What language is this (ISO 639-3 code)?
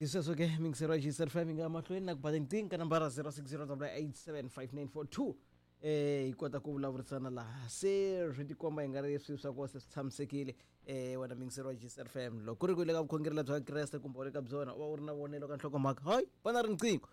tso